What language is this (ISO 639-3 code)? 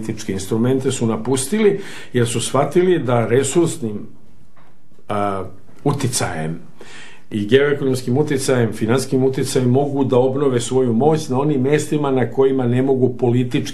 srp